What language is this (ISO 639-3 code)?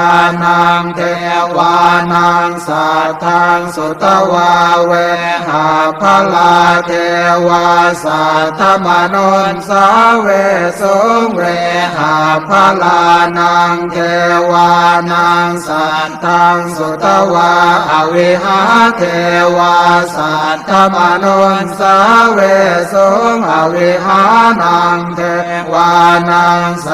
pli